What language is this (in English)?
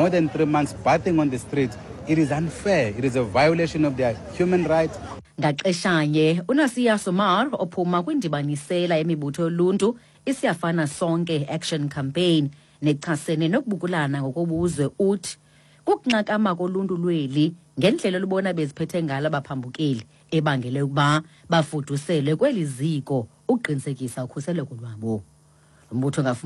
Xhosa